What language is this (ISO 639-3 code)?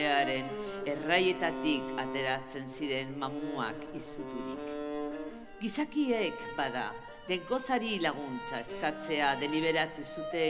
eus